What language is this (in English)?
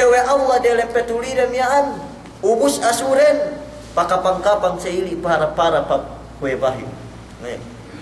Yakan